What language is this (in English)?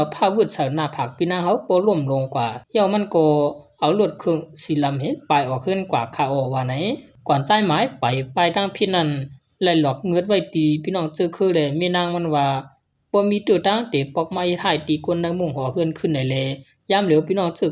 Shan